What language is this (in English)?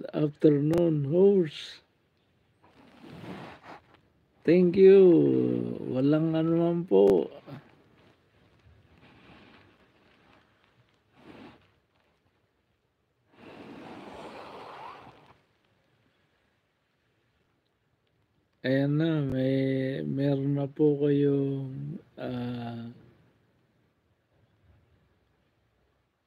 Filipino